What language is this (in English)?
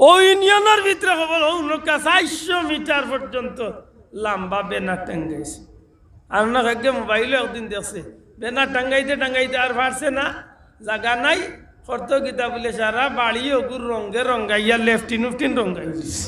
Sylheti